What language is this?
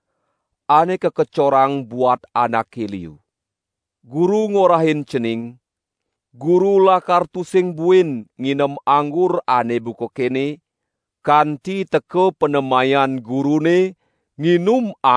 Balinese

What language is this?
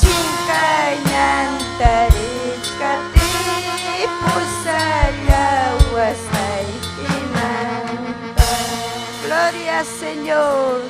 Ayacucho Quechua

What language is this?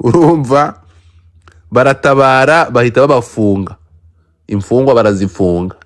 Kinyarwanda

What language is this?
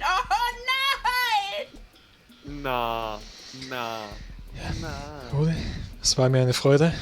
Bavarian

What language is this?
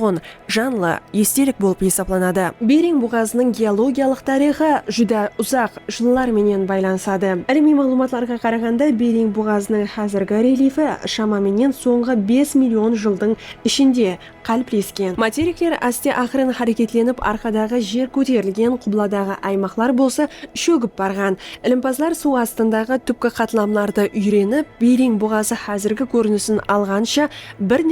Kara-Kalpak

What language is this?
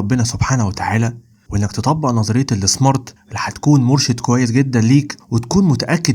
Egyptian Arabic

